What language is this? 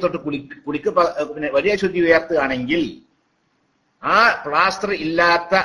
Malayalam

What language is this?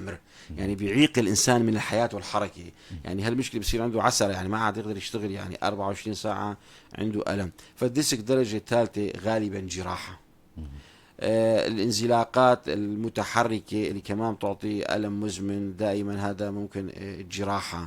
North Levantine Arabic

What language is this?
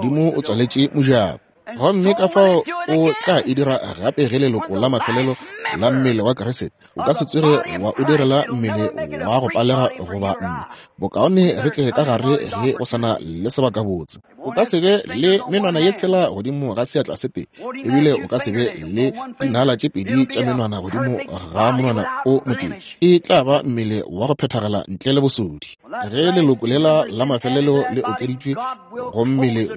Northern Sotho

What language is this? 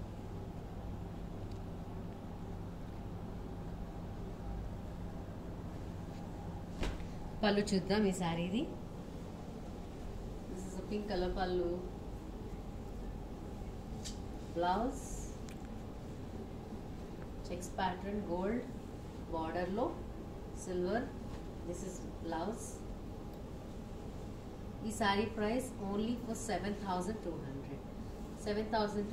Telugu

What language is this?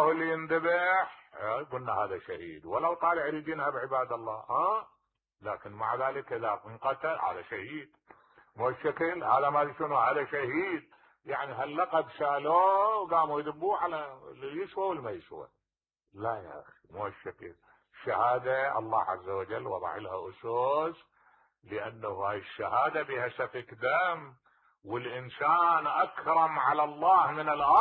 Mesopotamian Arabic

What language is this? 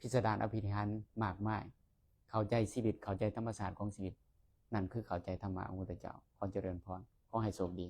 Lao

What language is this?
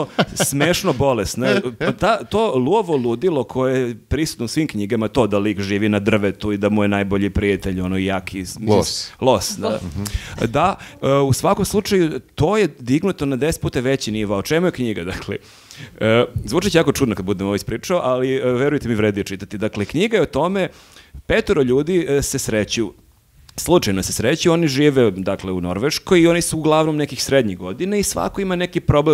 Serbian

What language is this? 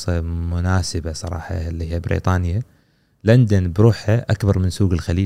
Gulf Arabic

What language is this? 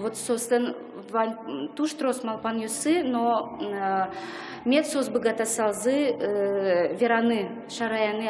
Udmurt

